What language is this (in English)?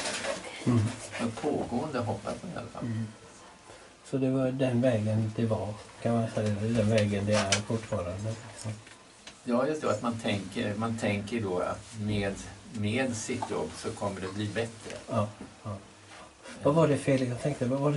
Swedish